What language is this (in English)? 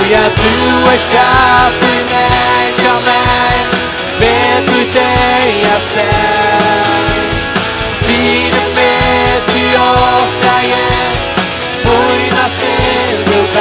Faroese